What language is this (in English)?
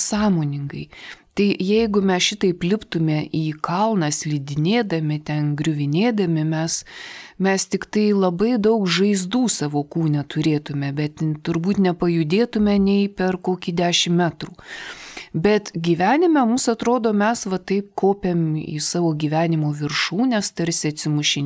Lithuanian